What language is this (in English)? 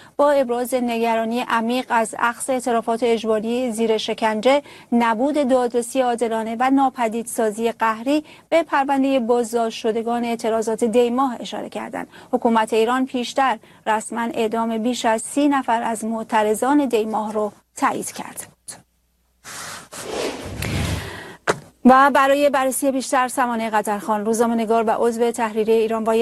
Persian